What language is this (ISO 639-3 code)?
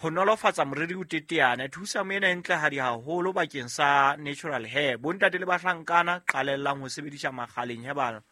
sot